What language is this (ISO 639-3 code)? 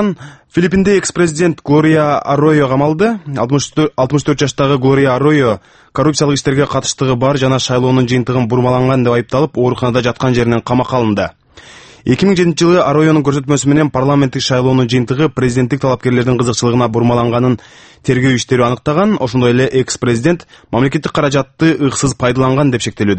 kir